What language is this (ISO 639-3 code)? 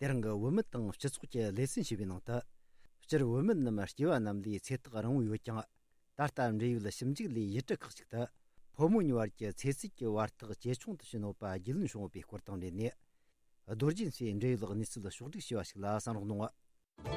bod